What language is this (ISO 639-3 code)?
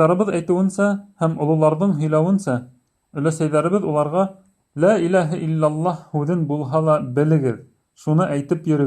bak